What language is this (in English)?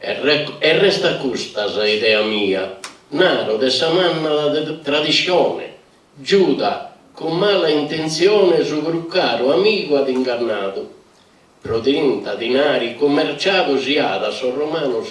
Sardinian